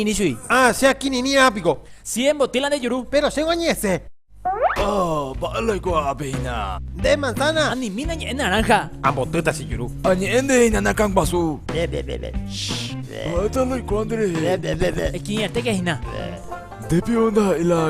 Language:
Guarani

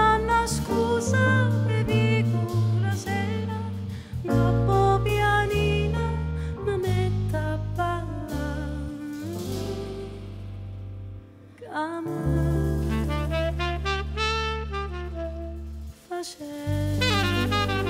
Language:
Italian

